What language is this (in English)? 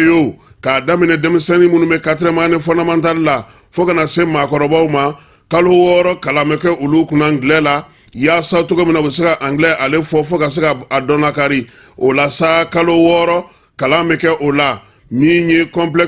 Bambara